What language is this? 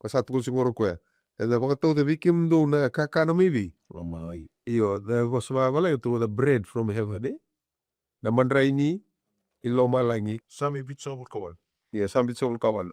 Fijian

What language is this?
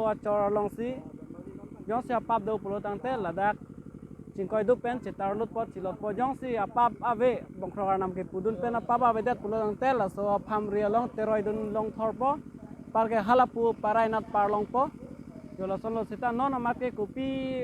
Karbi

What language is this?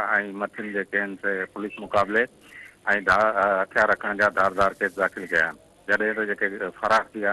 Sindhi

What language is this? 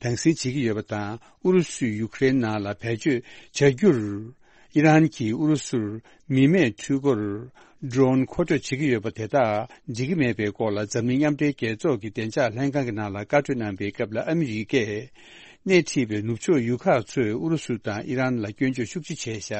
Tibetan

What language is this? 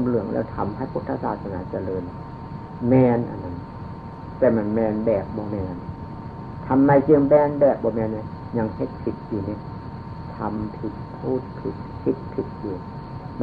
Northeastern Thai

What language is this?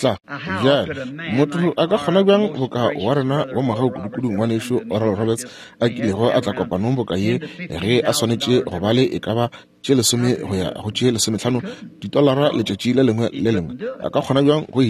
Northern Sotho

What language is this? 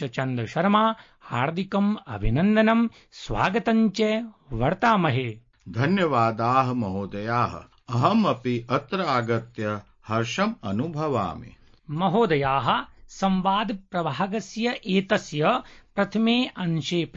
Sanskrit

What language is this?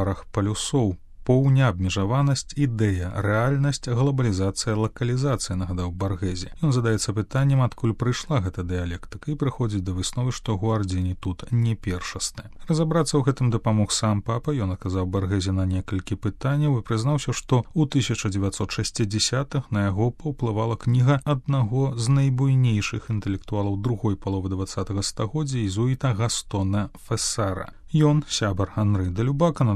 Belarusian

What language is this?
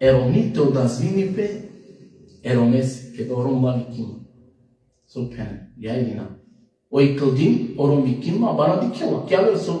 Balkan Romani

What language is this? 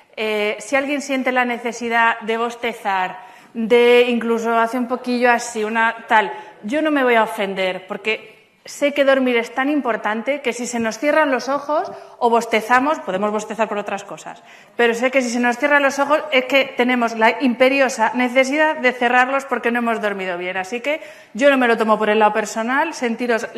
Spanish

